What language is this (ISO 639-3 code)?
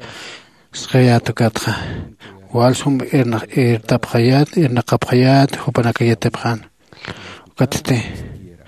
aym